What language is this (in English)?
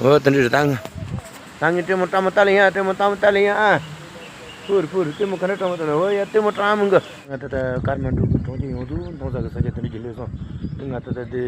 Tibetan